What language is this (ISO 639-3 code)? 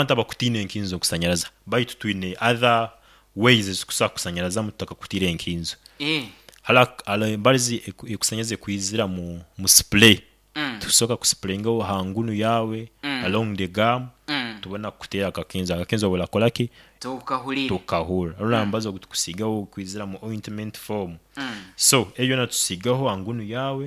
nyn